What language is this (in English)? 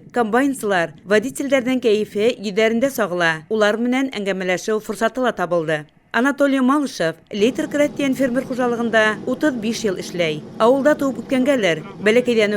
Bashkir